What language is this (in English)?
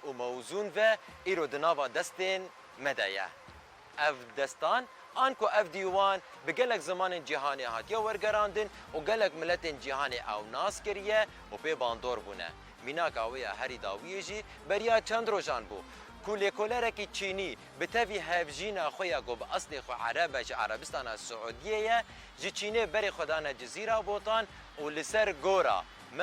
Kurdish